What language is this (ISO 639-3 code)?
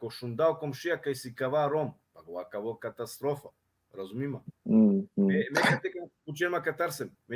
rmn